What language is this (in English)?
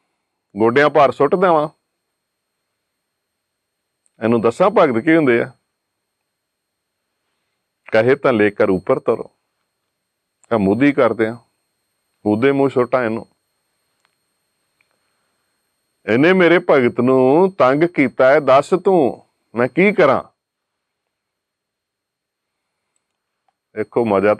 Punjabi